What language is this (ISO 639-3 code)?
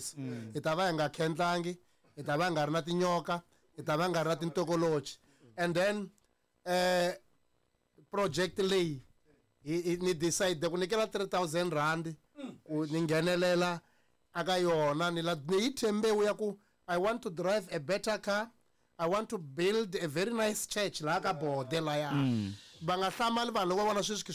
tso